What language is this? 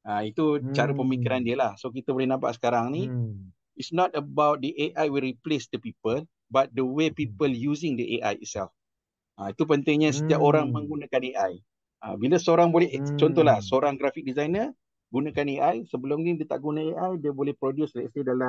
Malay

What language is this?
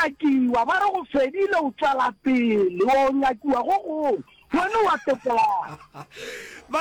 Northern Sotho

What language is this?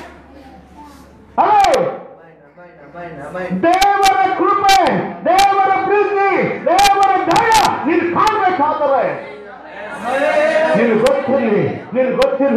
Kannada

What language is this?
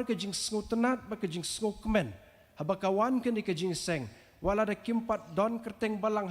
Khasi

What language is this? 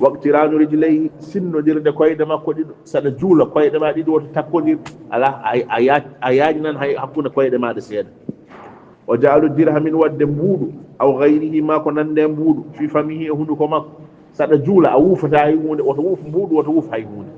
Fula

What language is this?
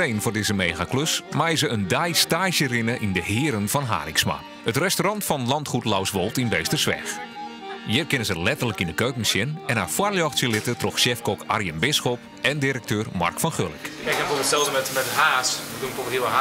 Western Frisian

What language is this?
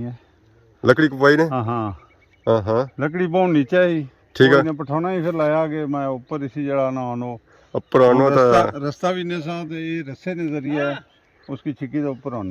Pahari-Potwari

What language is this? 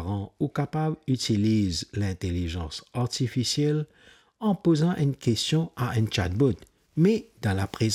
Morisyen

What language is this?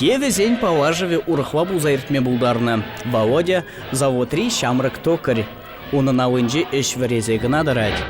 Chuvash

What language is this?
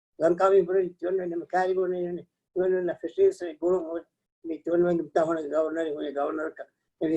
Divehi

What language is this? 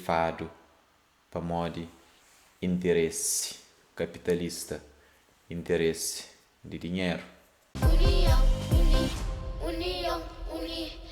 Kabuverdianu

